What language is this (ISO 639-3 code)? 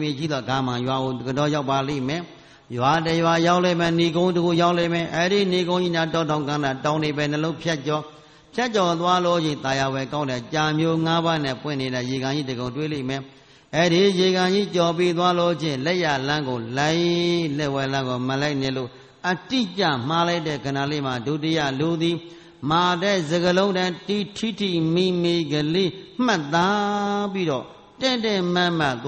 mya